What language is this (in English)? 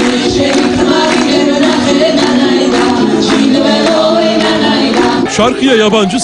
Turkish